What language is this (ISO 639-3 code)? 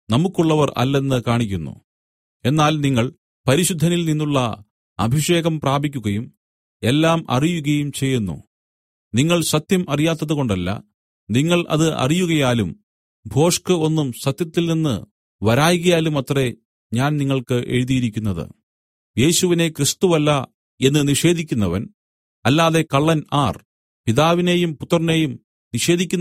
mal